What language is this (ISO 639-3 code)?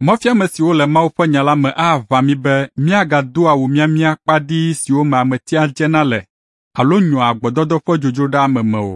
ewe